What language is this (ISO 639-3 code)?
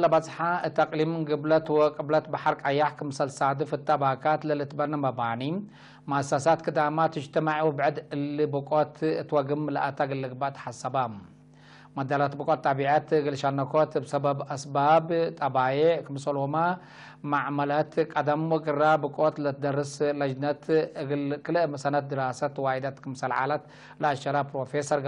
tig